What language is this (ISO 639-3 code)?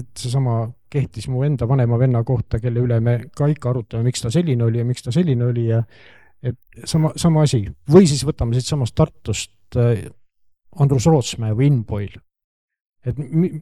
est